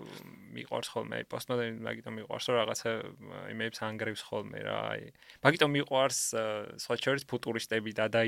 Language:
Georgian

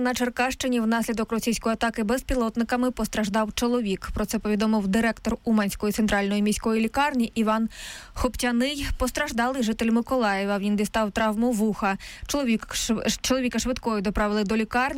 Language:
Ukrainian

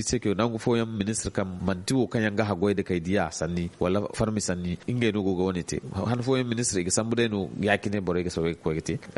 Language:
Zarma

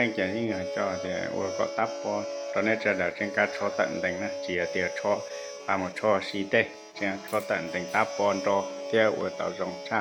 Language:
Hmong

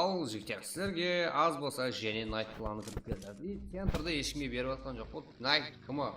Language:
Kara-Kalpak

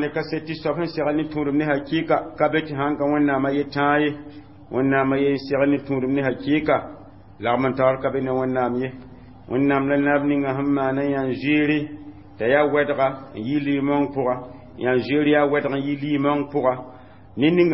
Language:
Mossi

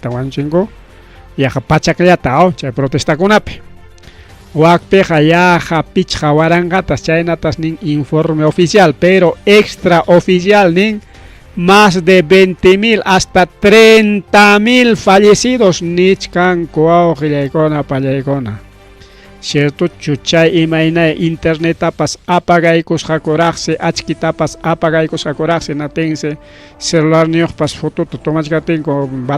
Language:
Ayacucho Quechua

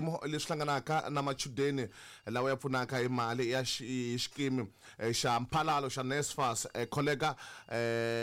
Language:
Tsonga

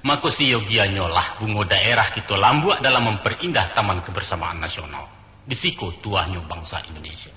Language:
Minangkabau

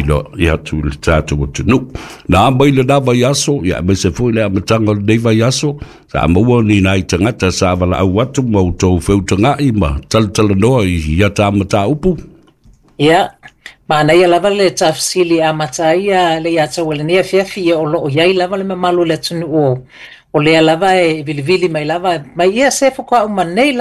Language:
Samoan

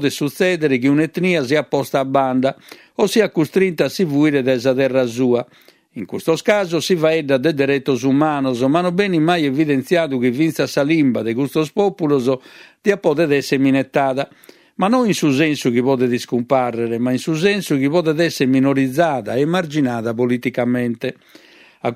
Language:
Sardinian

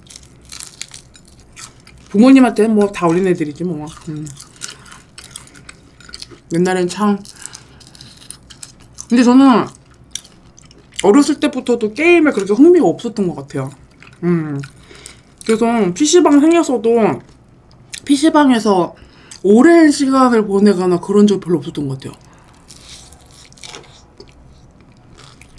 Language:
Korean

